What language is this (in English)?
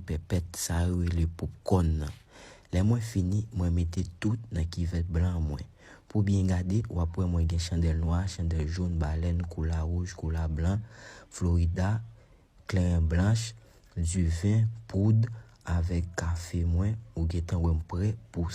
Haitian Creole